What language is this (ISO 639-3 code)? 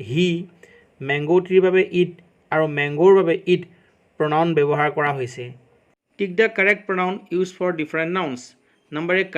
asm